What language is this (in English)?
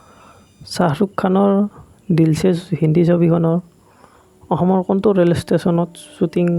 Assamese